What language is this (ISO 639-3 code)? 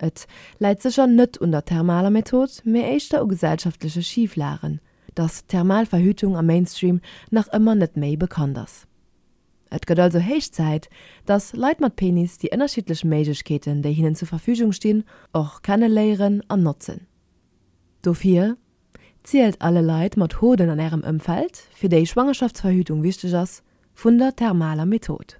ltz